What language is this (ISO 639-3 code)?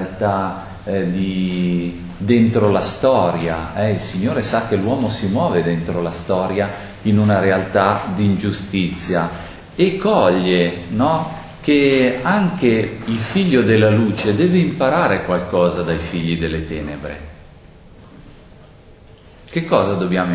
ita